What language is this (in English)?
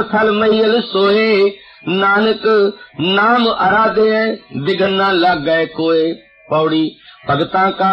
Punjabi